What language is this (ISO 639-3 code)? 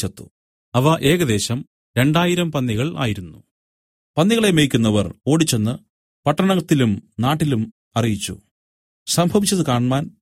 mal